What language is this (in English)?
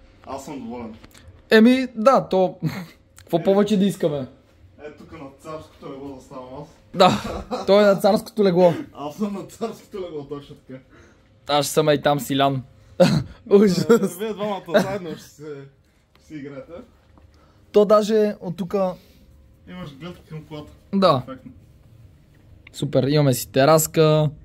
Bulgarian